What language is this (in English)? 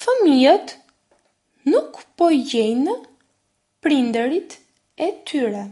Albanian